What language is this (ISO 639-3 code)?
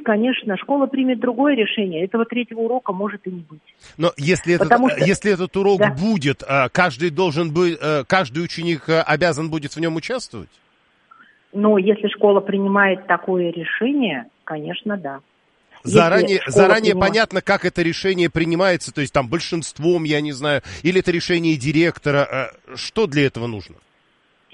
rus